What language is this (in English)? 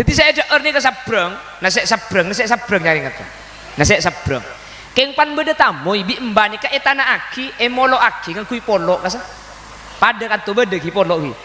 Madurese